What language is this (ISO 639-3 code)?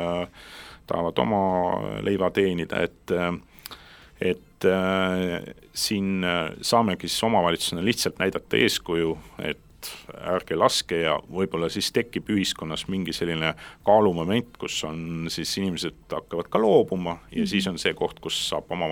est